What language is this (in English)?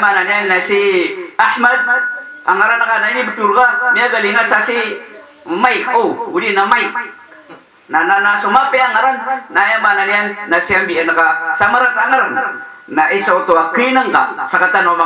Maranao